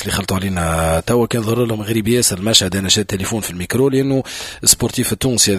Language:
Tunisian Arabic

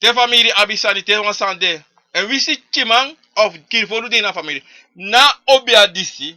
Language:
Sranan Tongo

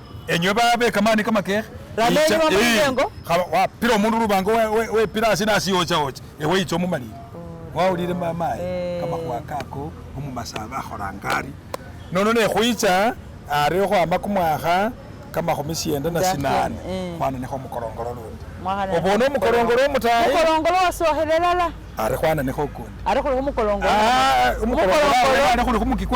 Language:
Masaaba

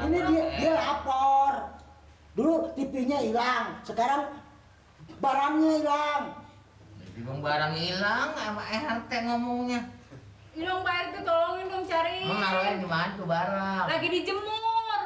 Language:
Betawi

